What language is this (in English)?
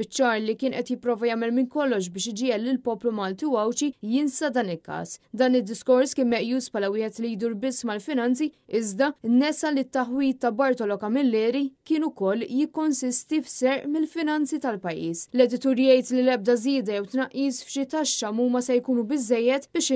Maltese